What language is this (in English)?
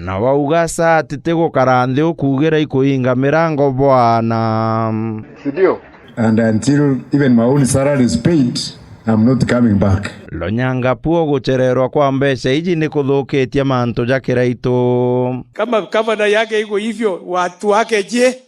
Meru